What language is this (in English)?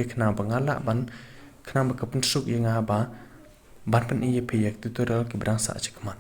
Khasi